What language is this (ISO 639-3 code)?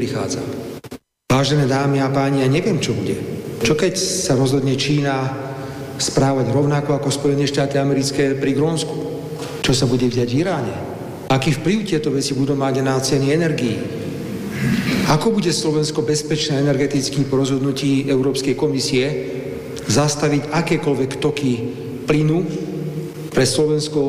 slk